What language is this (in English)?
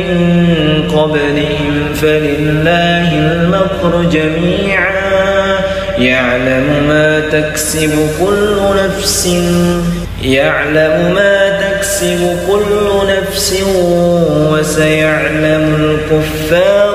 Arabic